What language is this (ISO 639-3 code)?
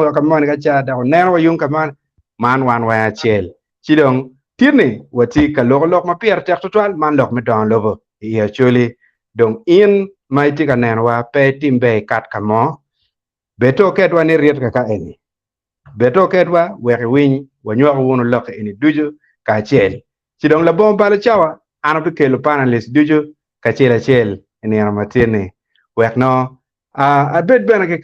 ach